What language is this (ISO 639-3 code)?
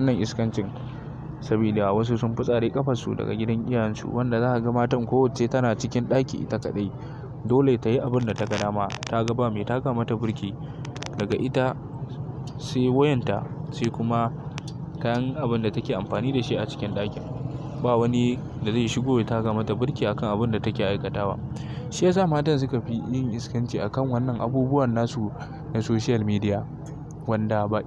hau